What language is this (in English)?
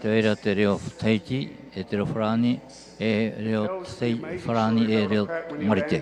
Tahitian